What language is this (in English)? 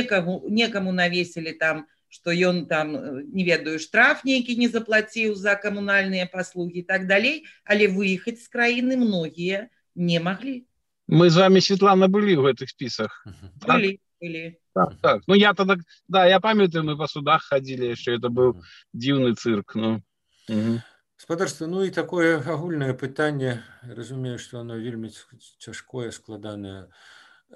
Belarusian